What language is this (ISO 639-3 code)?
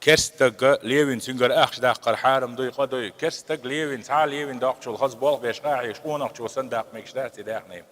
che